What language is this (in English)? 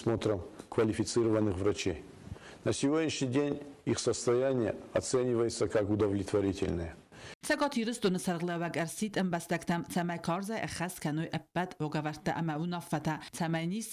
Ossetic